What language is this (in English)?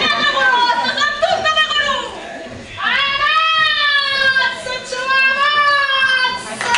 Neapolitan